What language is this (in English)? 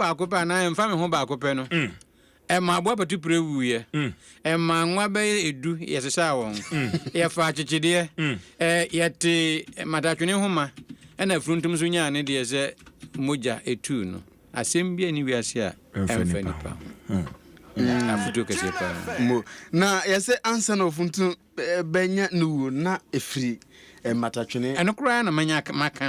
Akan